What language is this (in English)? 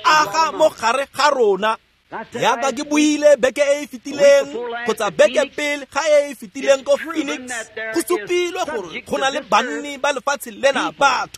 Tswana